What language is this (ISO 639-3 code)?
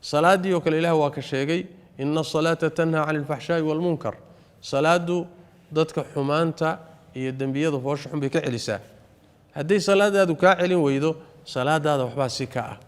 som